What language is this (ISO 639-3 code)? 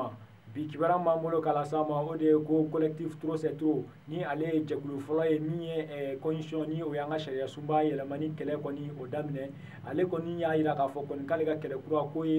bam